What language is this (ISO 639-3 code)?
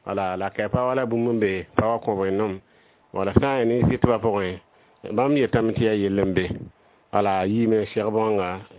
mos